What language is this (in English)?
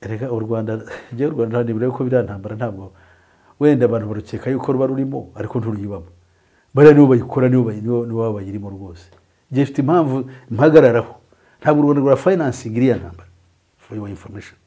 Kinyarwanda